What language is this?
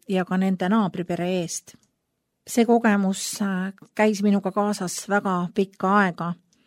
Estonian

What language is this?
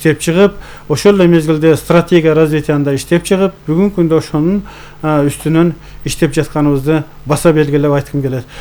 Kyrgyz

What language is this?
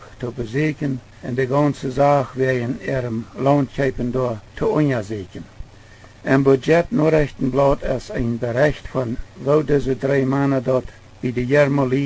Plautdietsch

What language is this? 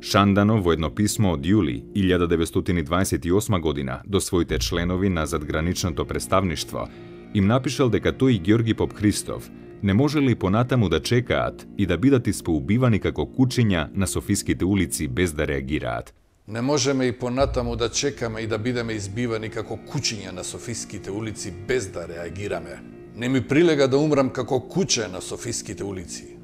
Macedonian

